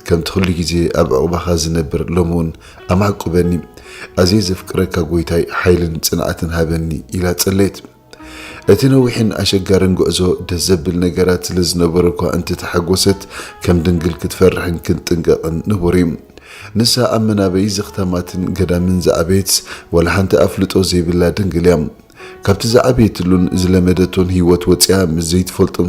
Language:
Tigrinya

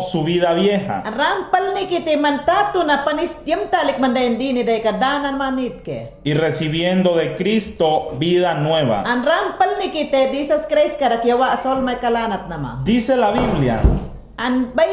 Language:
Mayangna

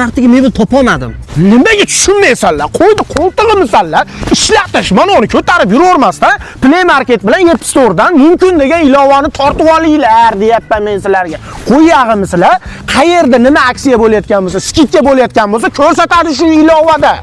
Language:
Uzbek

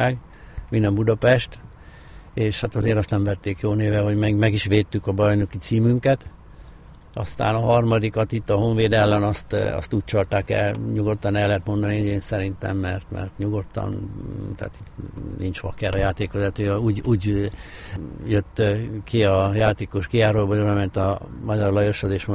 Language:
Hungarian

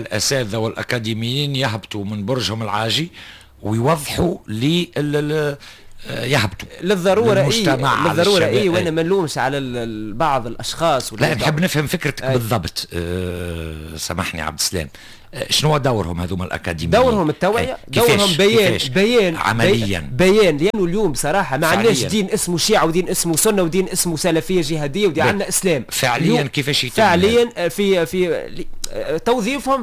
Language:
Tunisian Arabic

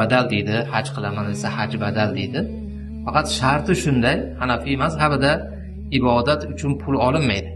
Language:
Uzbek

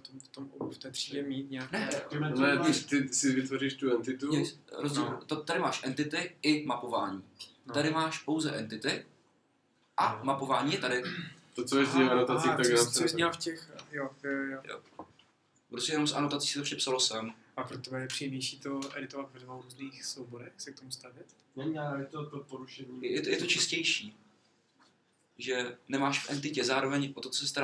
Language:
Czech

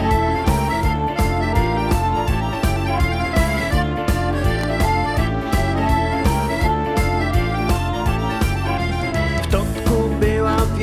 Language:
Polish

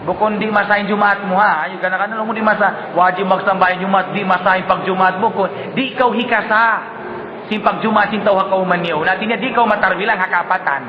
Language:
Tausug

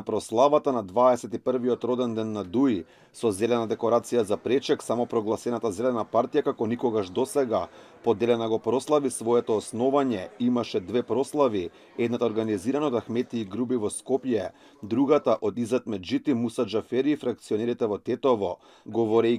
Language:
Macedonian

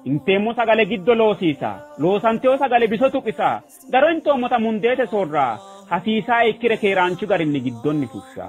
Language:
Sidamo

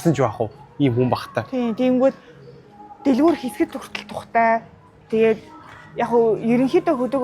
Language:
Mongolian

